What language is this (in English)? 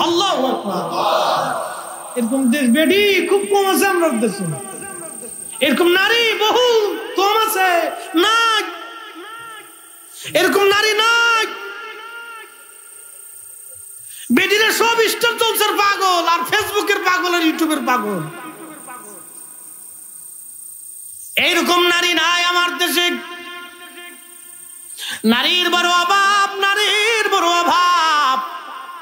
Bangla